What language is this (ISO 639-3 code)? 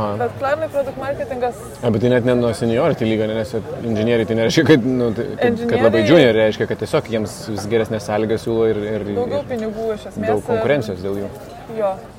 lit